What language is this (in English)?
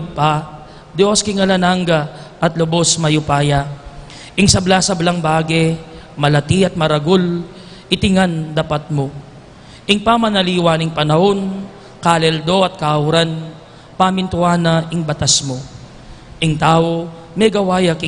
Pampanga